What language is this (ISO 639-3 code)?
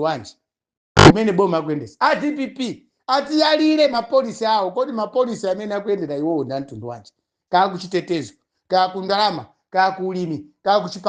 nya